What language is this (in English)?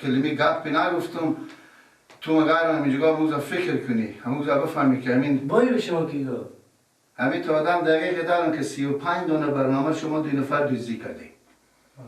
Persian